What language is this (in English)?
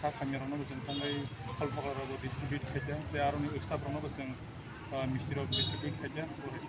Kok Borok